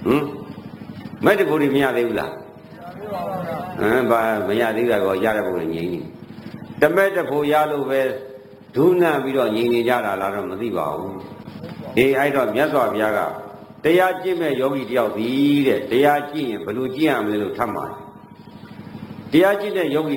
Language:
Burmese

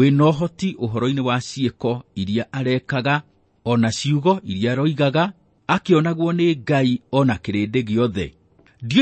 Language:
Kikuyu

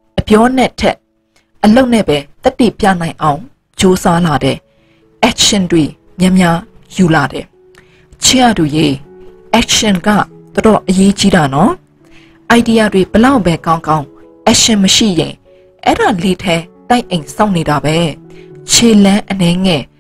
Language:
Burmese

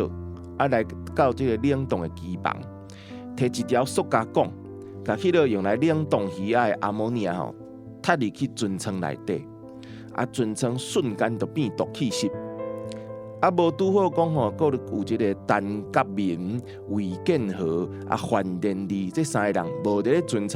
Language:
Min Nan Chinese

